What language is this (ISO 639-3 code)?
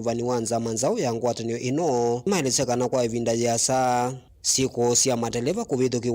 kam